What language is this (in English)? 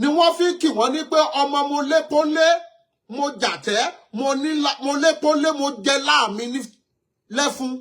Yoruba